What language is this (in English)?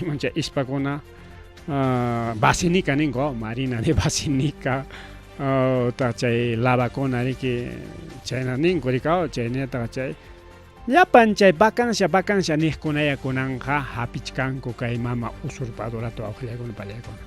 Ayacucho Quechua